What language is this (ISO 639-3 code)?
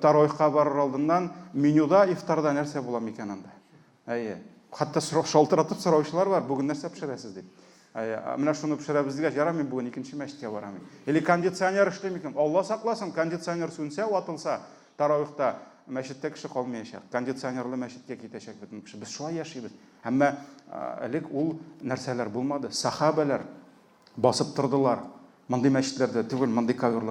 tat